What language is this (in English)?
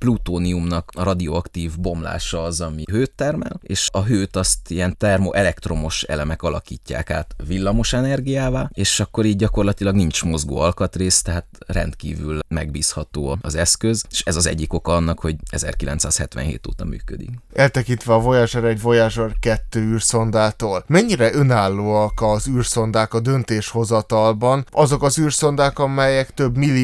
Hungarian